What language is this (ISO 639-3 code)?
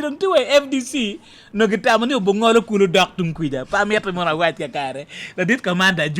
ach